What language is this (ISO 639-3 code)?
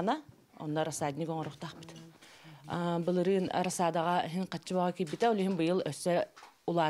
sah